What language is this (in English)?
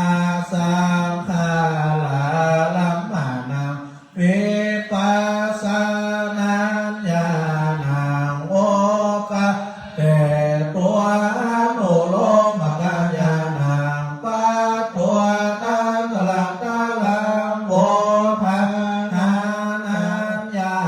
Pali